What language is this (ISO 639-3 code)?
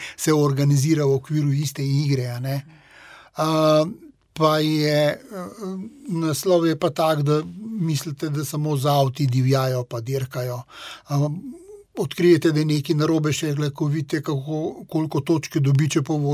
slv